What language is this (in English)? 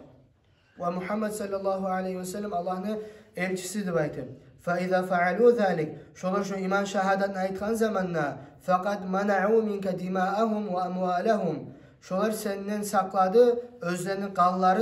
Kumyk